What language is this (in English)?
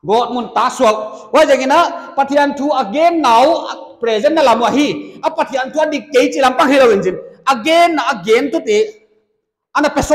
Paite Chin